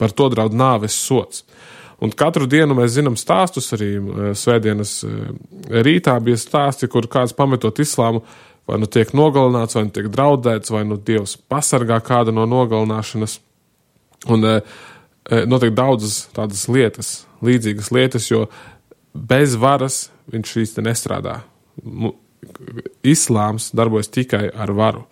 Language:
Latvian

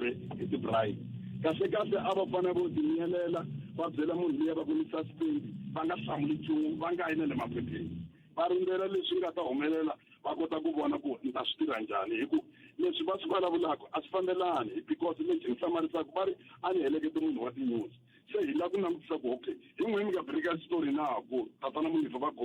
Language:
Tsonga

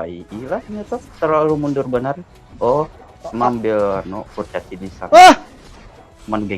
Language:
Banjar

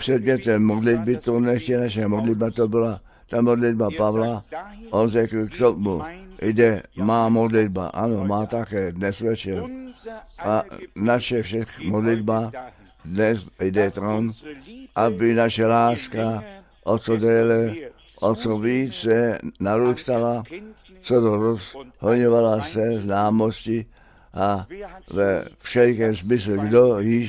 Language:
Czech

